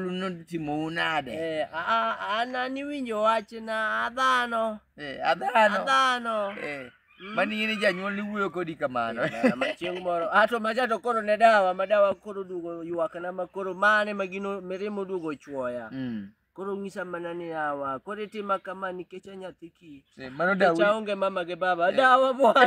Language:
Luo (Kenya and Tanzania)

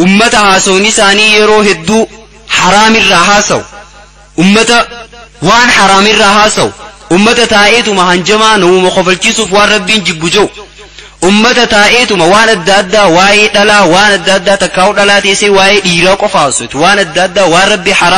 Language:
Oromo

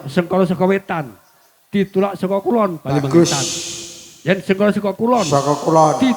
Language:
Javanese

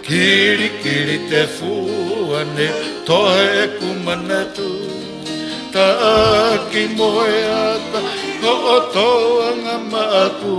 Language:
Tongan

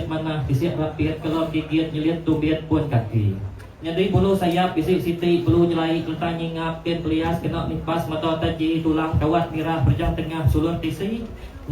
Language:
Iban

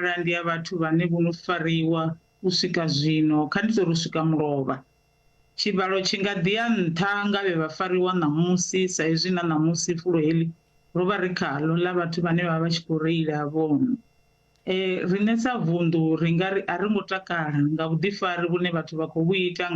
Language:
Venda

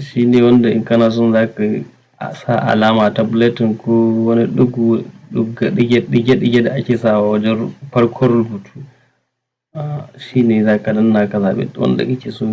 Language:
Hausa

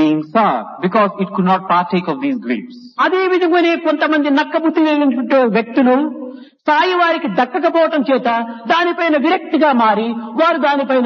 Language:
Telugu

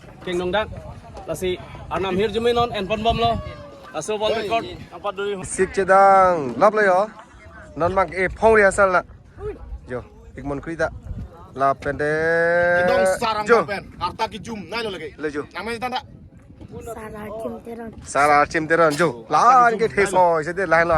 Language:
Karbi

